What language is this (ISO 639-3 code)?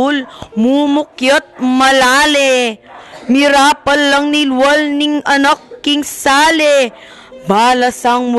pam